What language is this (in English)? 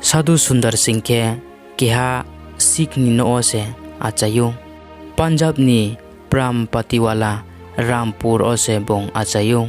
Riang (India)